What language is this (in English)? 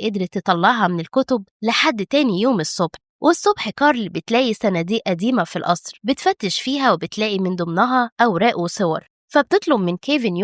Egyptian Arabic